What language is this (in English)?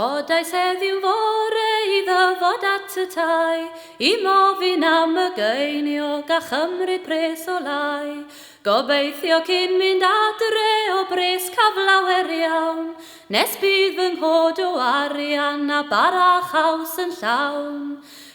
Welsh